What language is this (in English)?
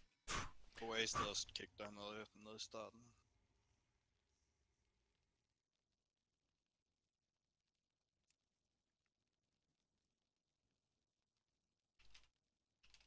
Danish